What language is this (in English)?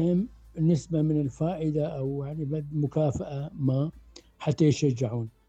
Mesopotamian Arabic